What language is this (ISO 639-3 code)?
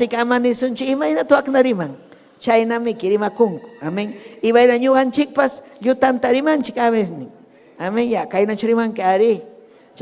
quy